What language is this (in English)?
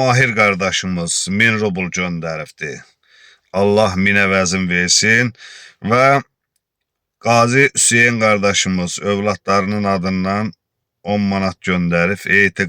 Azerbaijani